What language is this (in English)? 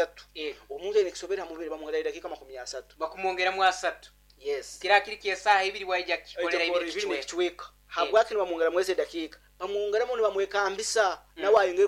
Nyoro